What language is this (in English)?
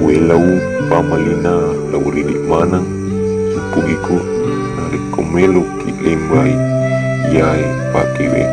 Buginese